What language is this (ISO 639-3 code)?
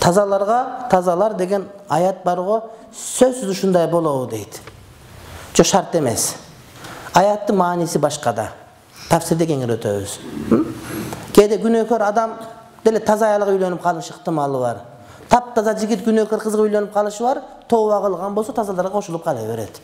kir